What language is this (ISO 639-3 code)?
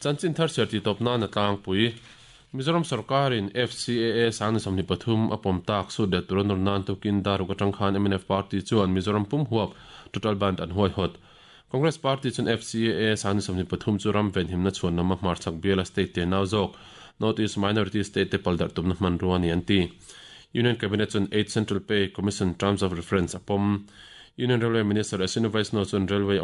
lus